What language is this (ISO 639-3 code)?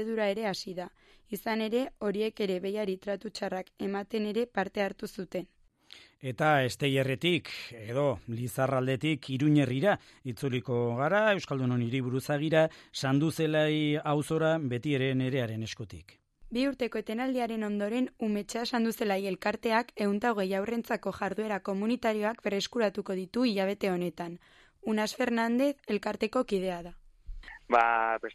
eus